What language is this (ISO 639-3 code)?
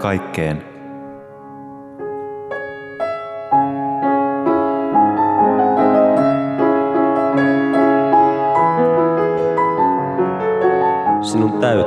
fin